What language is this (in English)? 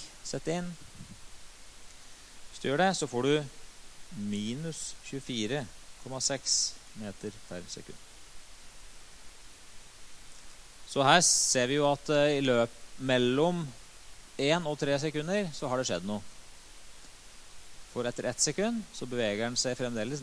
Norwegian